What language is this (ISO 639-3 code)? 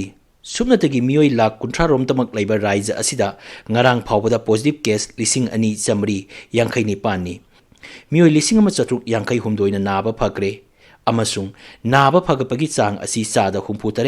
mni